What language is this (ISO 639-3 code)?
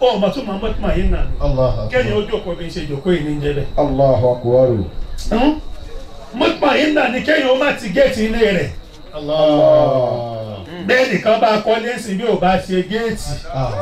yor